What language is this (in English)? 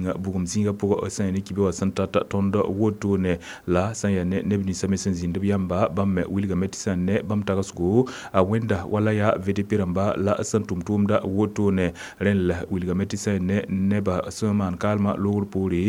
Mossi